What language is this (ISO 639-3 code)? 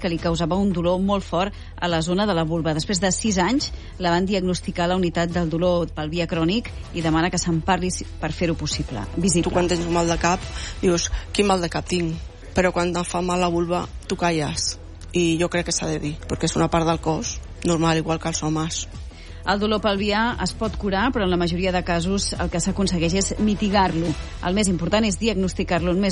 cat